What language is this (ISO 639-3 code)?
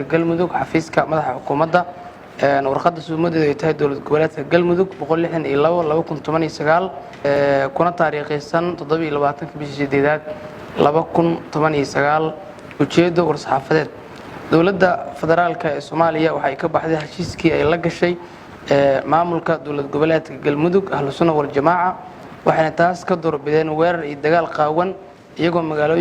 som